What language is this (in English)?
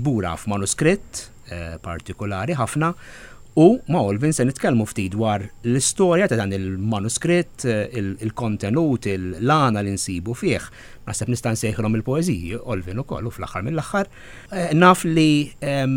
Maltese